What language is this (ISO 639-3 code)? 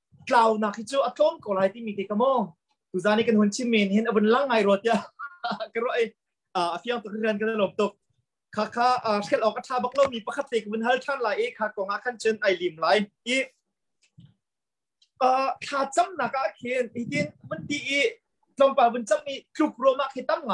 tha